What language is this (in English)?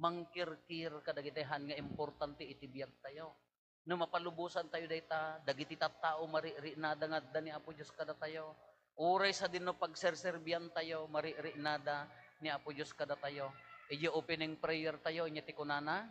Iloko